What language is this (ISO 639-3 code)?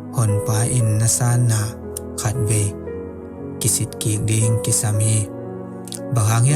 ctd